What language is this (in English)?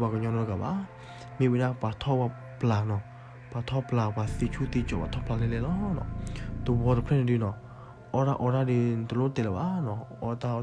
S'gaw Karen